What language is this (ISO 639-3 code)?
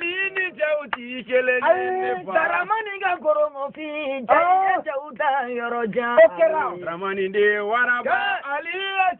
bam